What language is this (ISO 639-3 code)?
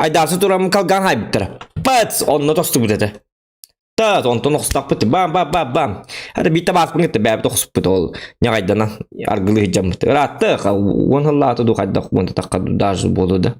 sah